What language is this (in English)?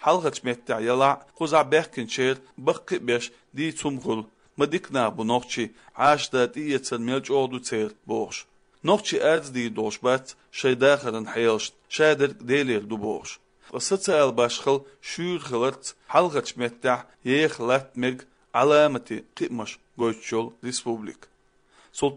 Chechen